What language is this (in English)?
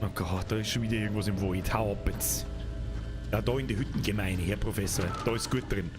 Bavarian